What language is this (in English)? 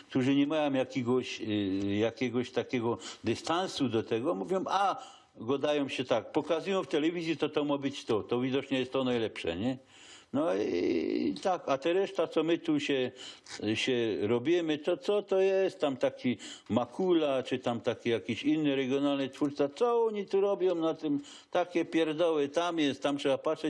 Silesian